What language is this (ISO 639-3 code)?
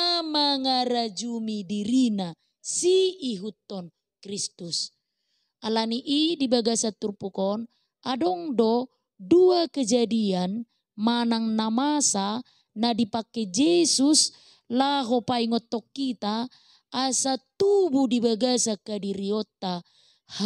bbc